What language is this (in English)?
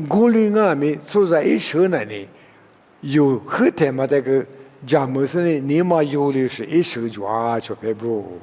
Lisu